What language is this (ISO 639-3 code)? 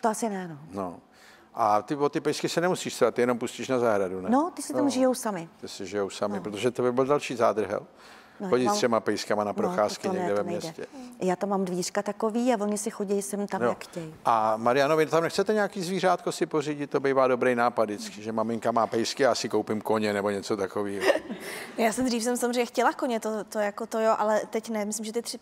ces